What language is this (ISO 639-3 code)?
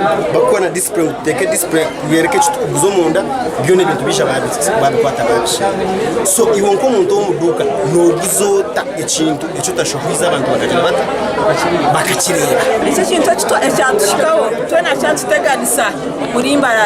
nyn